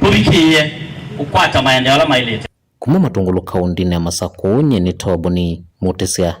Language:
Kamba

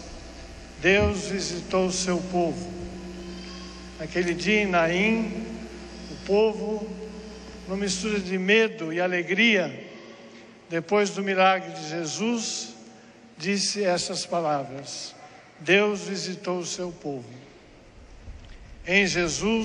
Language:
Portuguese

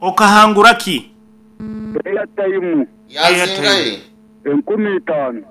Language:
Nyankole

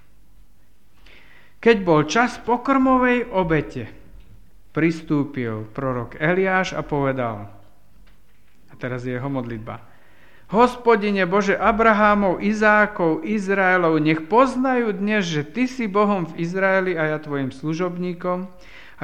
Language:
Slovak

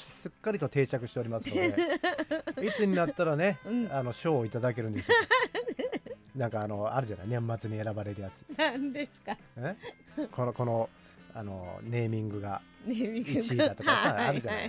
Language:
Japanese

